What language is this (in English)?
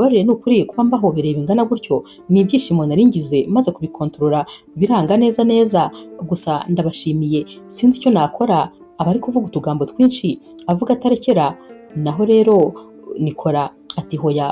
Kinyarwanda